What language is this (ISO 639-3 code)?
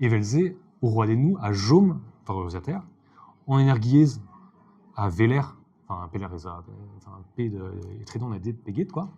bre